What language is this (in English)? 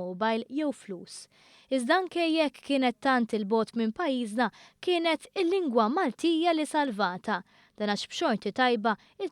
Maltese